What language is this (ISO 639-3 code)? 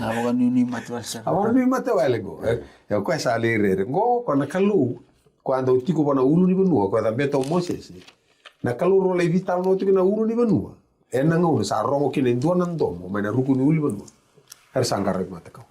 fij